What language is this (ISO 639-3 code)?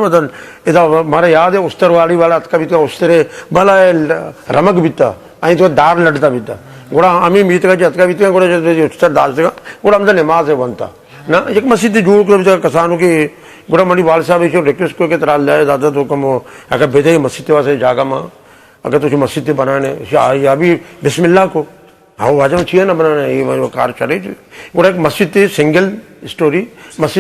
bgp